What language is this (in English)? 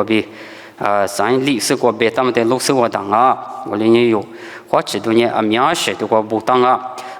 Lisu